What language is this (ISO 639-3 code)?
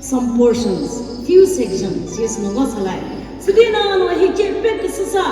nri